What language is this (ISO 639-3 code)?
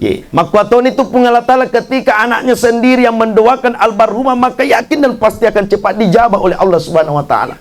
bug